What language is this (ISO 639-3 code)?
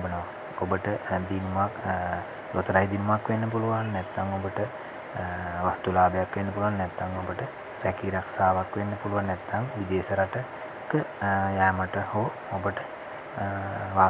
sin